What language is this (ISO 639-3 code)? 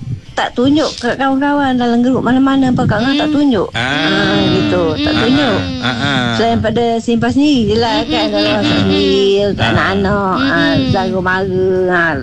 msa